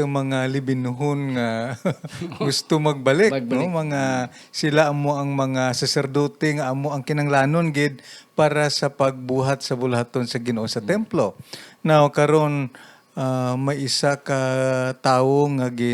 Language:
Hiligaynon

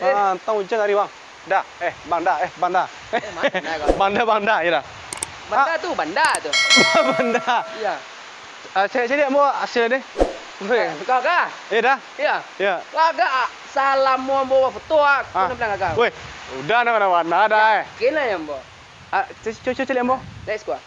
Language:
Minangkabau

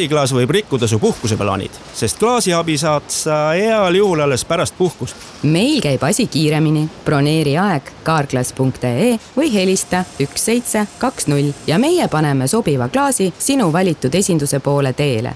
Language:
Estonian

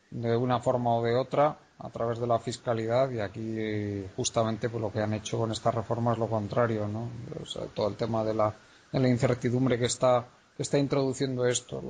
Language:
Spanish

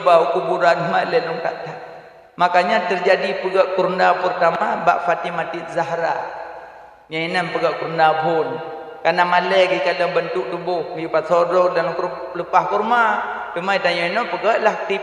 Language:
Achinese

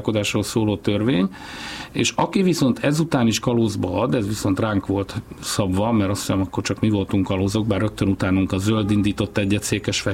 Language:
Hungarian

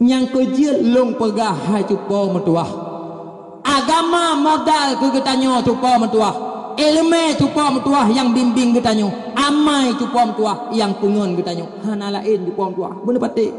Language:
Achinese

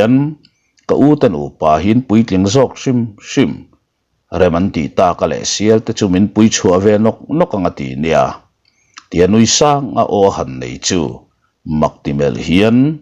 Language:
Mizo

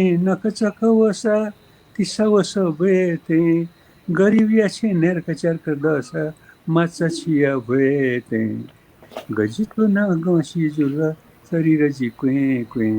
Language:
Newari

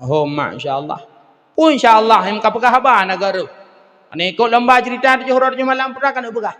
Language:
Achinese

